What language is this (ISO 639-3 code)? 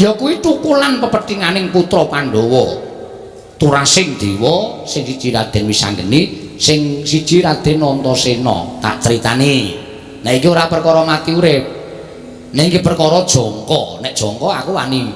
jav